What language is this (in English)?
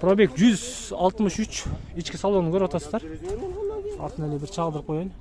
Kyrgyz